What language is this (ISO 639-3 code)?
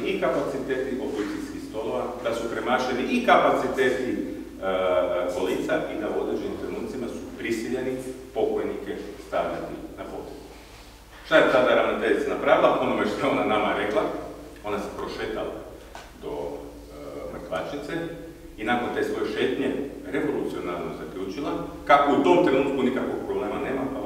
hrv